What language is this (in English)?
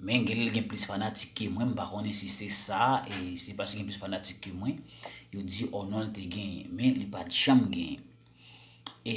Haitian Creole